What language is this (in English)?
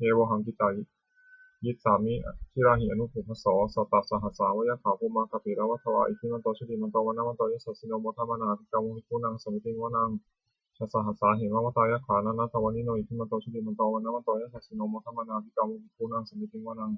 Pali